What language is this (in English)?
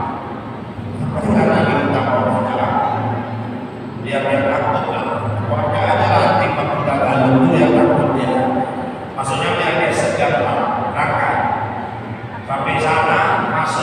Indonesian